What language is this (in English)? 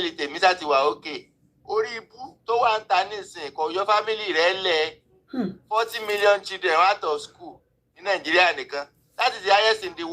Yoruba